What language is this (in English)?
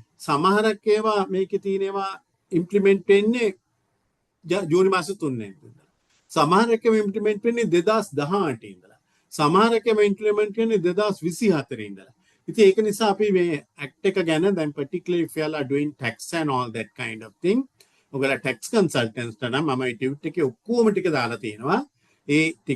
Sinhala